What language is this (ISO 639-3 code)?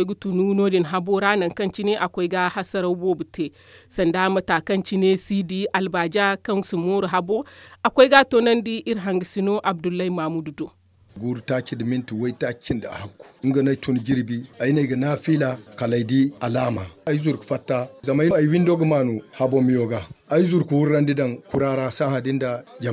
dje